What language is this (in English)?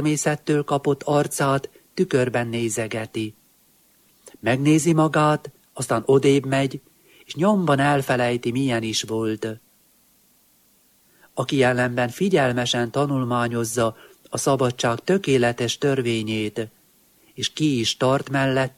Hungarian